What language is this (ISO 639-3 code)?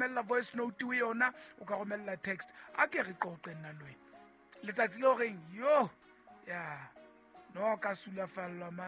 sot